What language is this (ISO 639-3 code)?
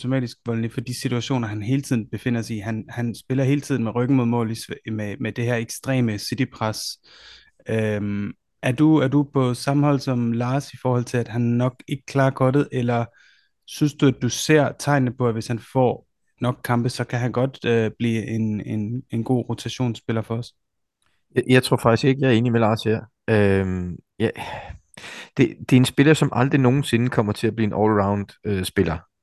dan